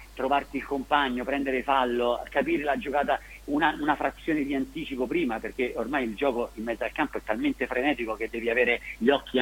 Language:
Italian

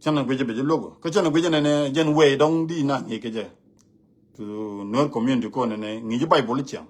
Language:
Nuer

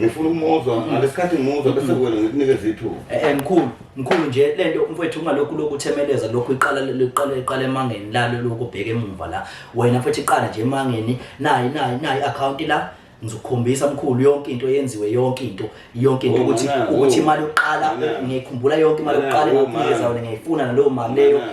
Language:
Zulu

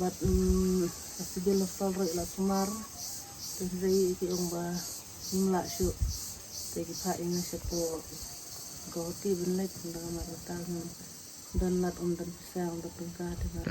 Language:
Khasi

